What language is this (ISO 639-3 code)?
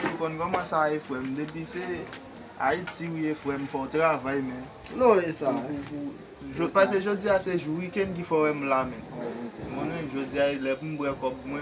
hat